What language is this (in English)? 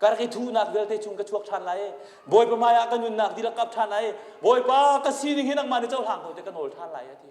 Hakha Chin